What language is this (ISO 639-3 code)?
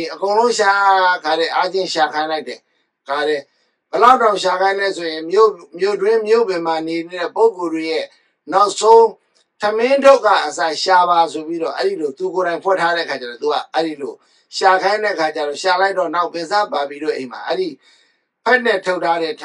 mya